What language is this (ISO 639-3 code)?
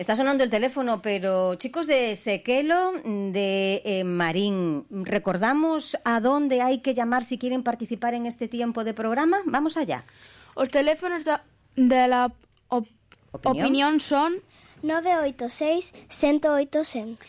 glg